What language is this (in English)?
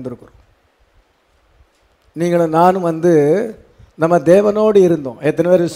Tamil